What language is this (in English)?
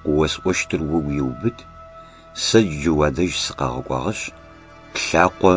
Adyghe